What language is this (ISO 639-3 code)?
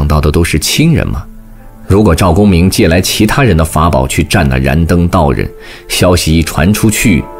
zho